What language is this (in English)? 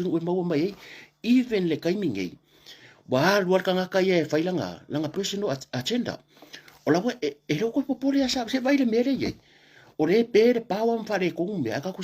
Samoan